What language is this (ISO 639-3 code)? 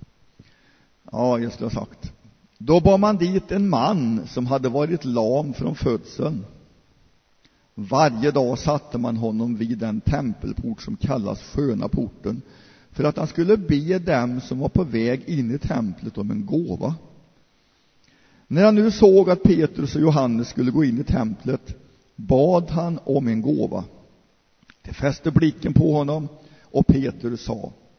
swe